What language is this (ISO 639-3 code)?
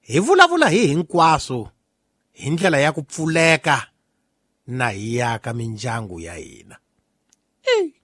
tso